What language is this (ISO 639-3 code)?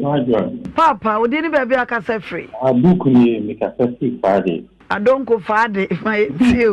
aka